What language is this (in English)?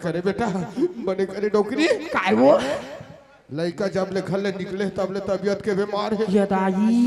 Chhattisgarhi